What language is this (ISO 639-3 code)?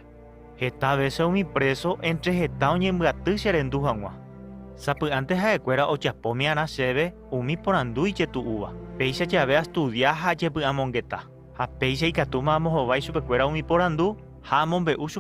grn